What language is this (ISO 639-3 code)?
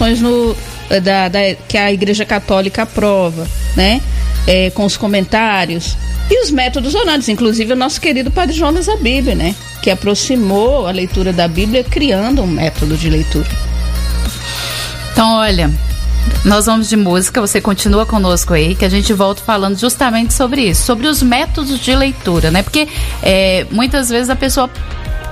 por